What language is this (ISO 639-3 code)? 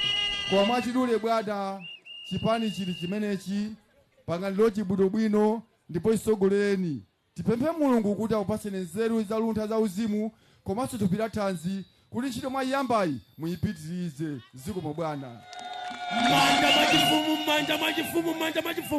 nya